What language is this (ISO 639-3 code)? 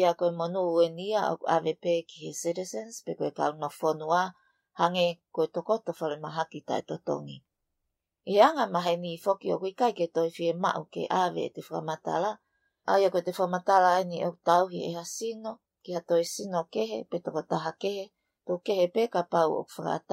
ton